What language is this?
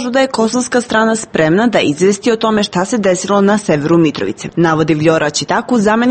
Serbian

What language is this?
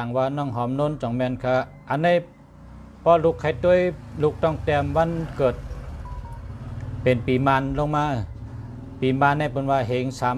Shan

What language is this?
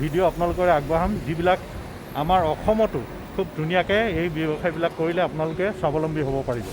Assamese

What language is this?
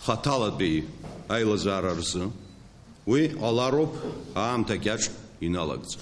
Abkhazian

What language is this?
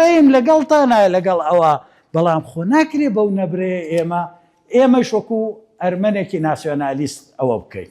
Central Kurdish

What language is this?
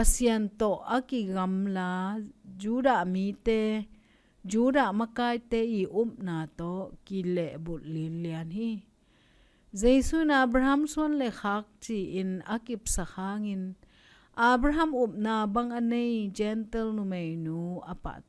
Tedim Chin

